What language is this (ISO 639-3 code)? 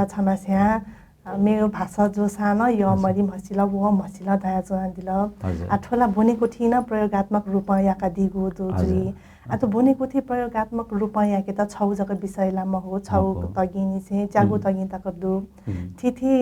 new